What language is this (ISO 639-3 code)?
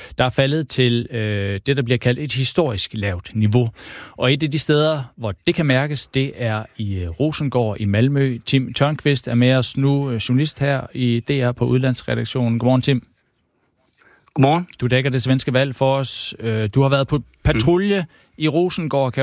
dan